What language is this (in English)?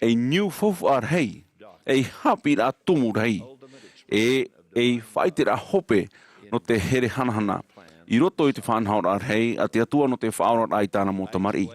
Tahitian